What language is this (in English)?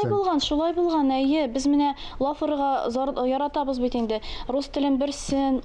Tatar